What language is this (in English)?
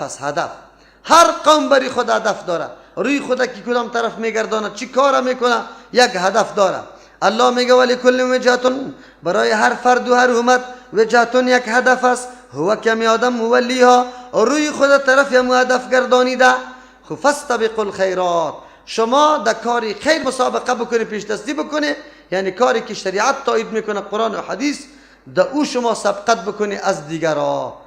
Persian